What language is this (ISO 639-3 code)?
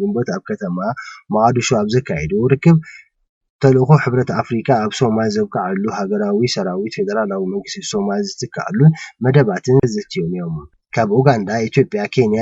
tir